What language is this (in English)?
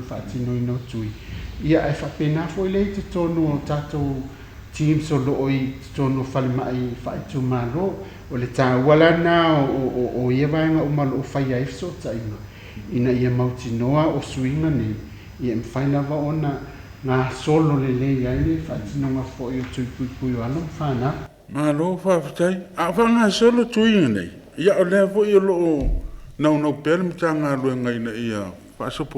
Samoan